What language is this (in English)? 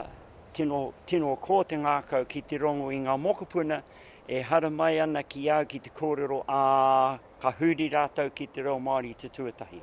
Māori